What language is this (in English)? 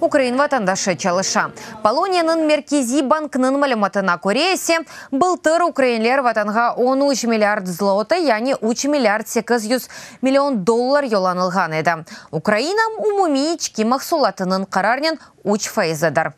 Crimean Tatar